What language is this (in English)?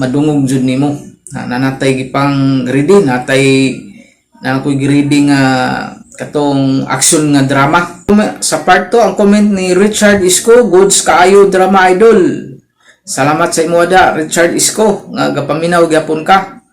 Cebuano